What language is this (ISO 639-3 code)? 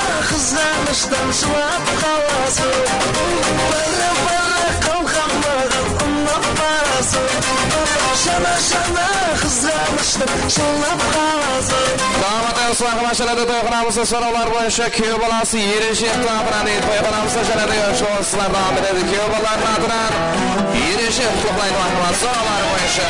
kaa